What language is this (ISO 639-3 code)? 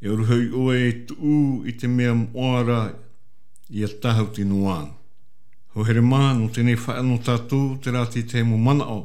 tah